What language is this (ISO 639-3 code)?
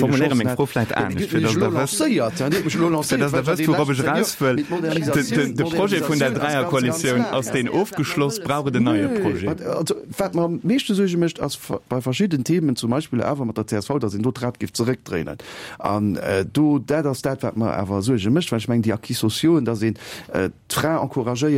ltz